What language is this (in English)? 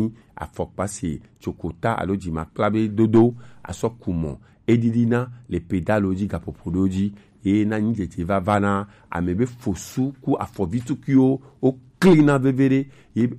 Gen